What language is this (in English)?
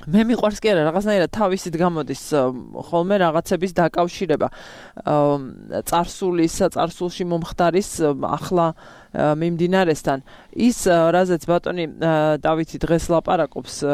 Georgian